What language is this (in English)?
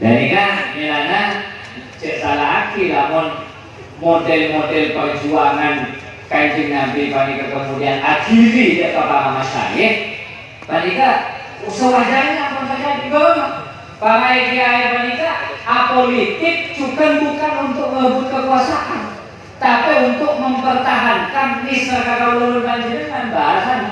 Madurese